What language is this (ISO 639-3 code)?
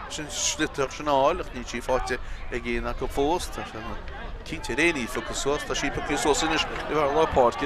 gle